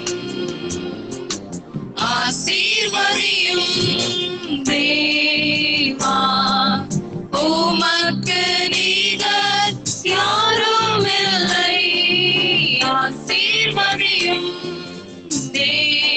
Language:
Tamil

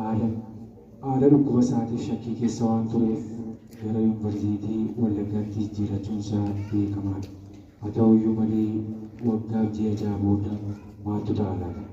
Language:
Oromo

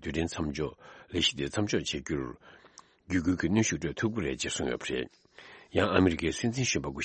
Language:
Tibetan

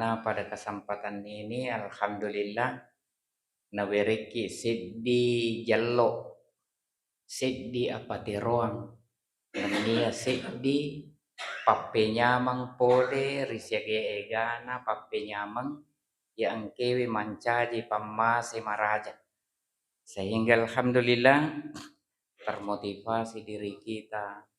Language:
Buginese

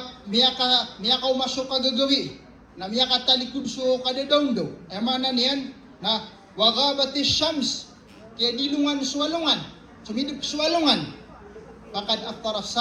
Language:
Maranao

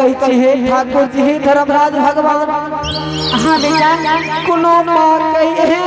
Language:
Angika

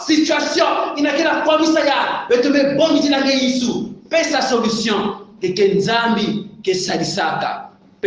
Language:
Kongo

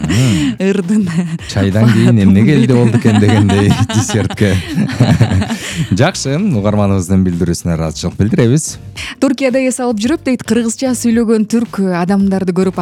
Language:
Kyrgyz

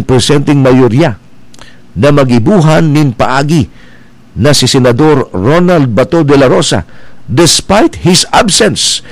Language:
Bikol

